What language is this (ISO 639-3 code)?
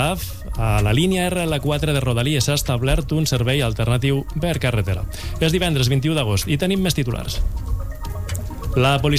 cat